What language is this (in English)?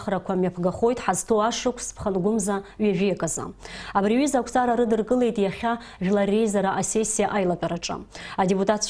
Abkhazian